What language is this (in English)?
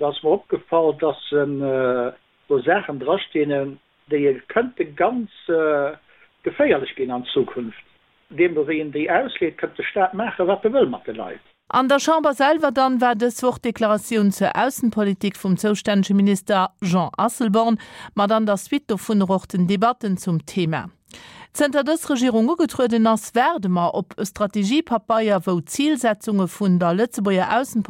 Luxembourgish